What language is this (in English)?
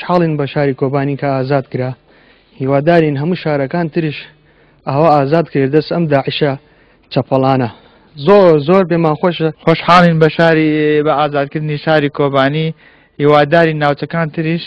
Central Kurdish